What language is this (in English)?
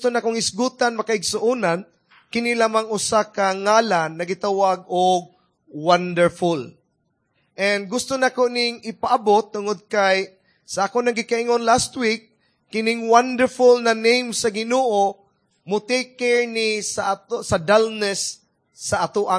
Cebuano